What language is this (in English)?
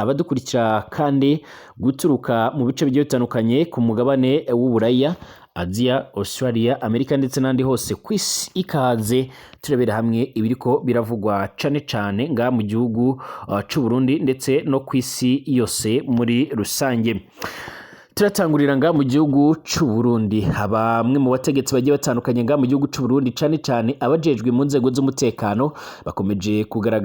Rundi